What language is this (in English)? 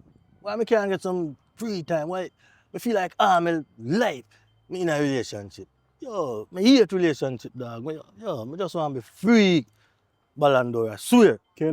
Jamaican Creole English